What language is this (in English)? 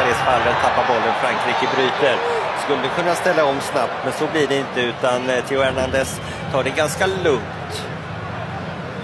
Swedish